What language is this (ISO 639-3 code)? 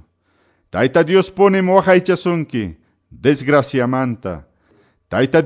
que